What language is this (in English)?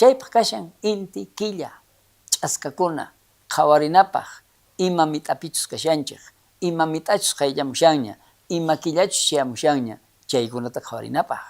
South Bolivian Quechua